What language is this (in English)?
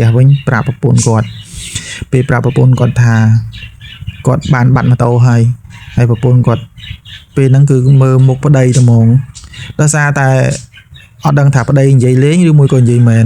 Khmer